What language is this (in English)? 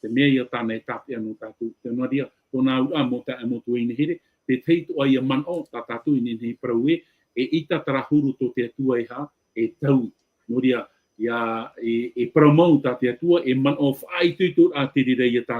Tahitian